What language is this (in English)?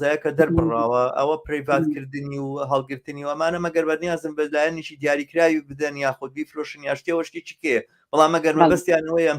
Central Kurdish